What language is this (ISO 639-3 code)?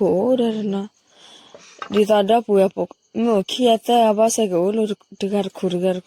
ksw